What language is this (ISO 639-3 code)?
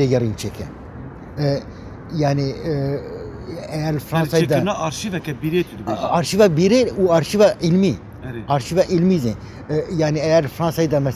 kur